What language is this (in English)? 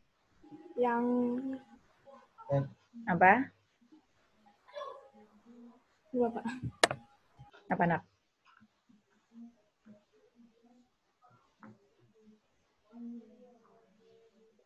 Indonesian